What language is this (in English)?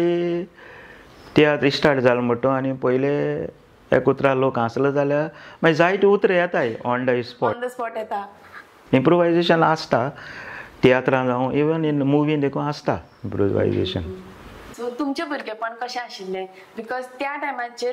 Konkani